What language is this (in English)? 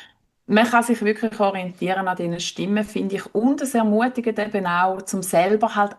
Swiss German